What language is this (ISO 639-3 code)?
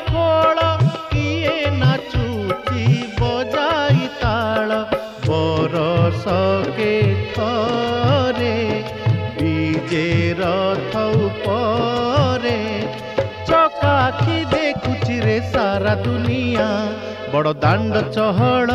ori